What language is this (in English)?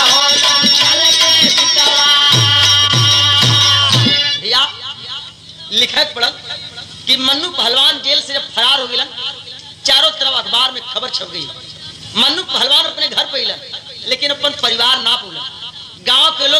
Bhojpuri